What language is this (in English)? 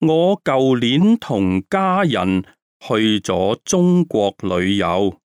Cantonese